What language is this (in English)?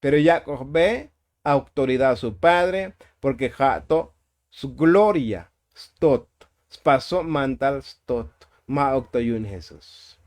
Tzotzil